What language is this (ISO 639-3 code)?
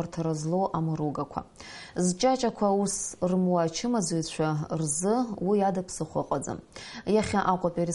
abk